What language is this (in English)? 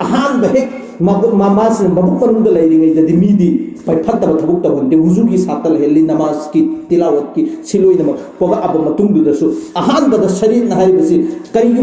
Manipuri